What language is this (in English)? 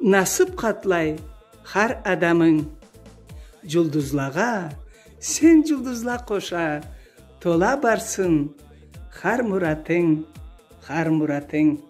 Karachay-Balkar